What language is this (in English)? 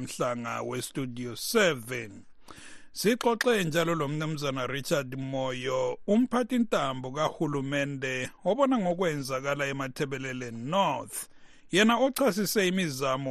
North Ndebele